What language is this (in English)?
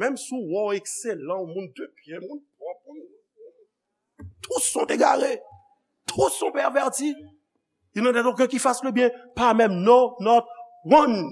Haitian Creole